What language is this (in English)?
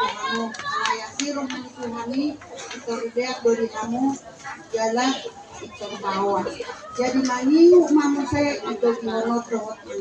Batak Toba